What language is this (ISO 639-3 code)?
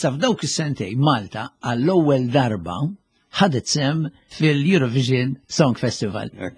mlt